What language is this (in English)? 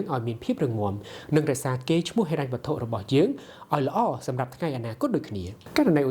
Khmer